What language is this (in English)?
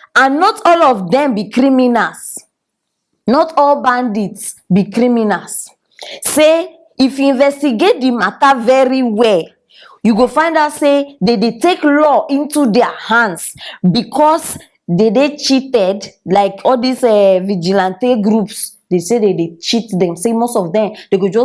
Nigerian Pidgin